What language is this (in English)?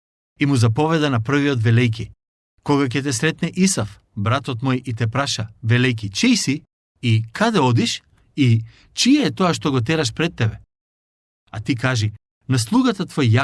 Macedonian